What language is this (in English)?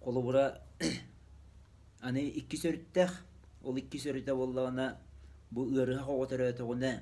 Yakut